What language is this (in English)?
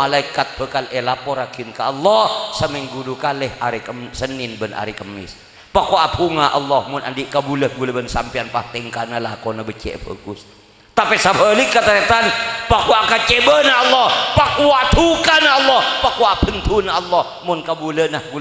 Madurese